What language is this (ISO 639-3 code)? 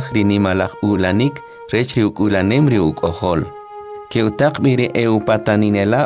quc